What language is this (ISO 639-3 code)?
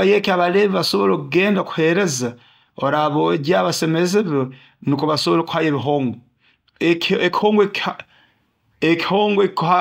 nyo